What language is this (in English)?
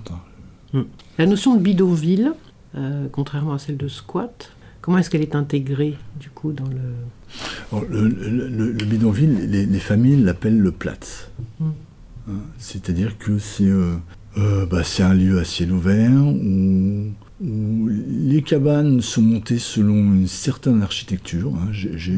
French